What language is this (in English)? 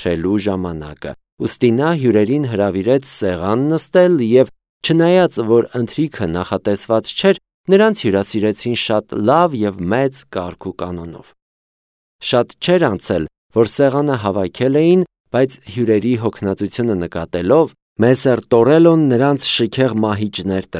Armenian